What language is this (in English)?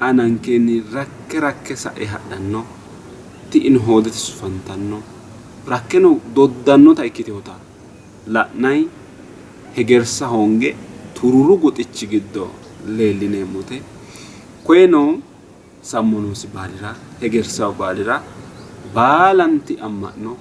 Sidamo